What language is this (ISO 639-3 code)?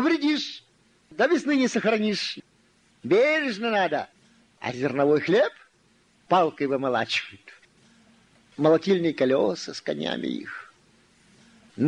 rus